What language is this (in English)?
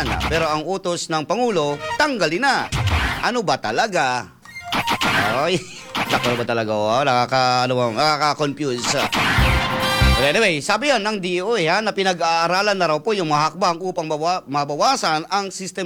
Filipino